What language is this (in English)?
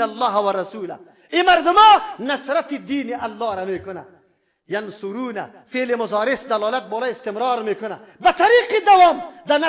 Persian